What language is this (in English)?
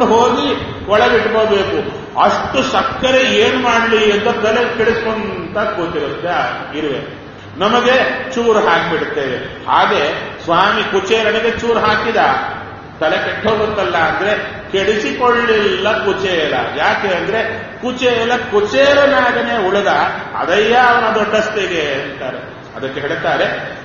Kannada